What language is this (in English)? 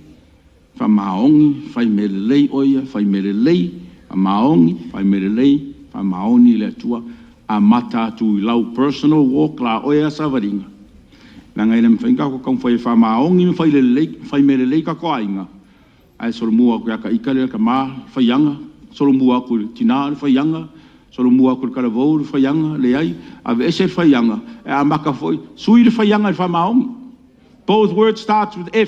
Samoan